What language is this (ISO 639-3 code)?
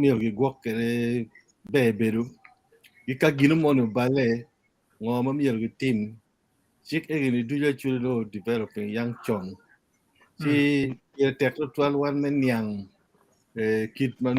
ach